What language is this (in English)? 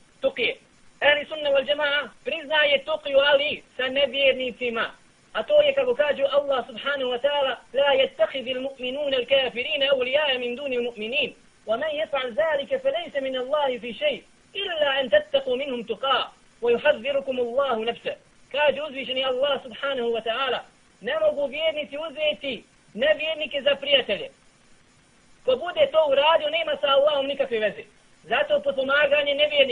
Bosnian